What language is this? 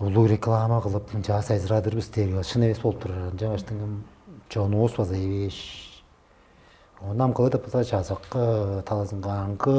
Tuvinian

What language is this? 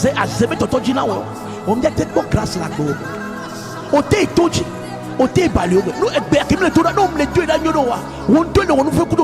Ewe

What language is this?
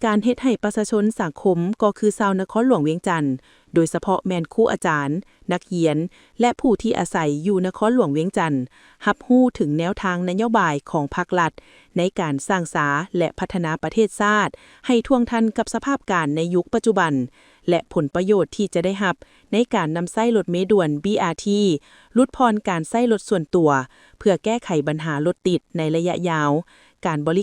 Lao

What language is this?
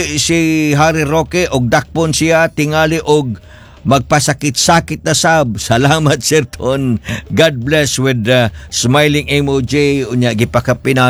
Cebuano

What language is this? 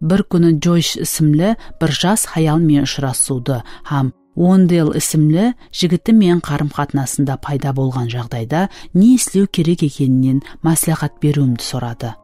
Kara-Kalpak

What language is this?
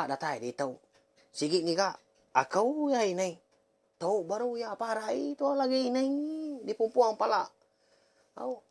Iban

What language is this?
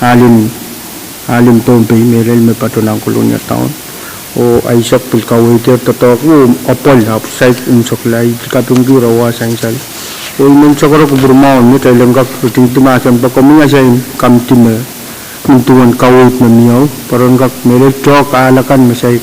Pohnpeian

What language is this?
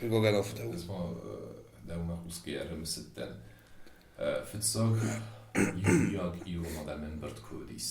Ossetic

